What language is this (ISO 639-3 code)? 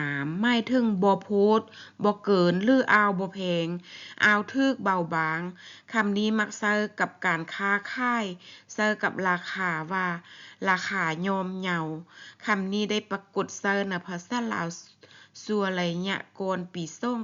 lao